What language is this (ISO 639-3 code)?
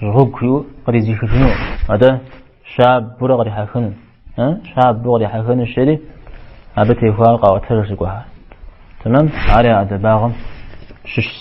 kbd